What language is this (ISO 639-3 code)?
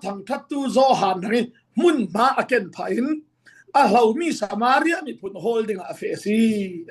cfm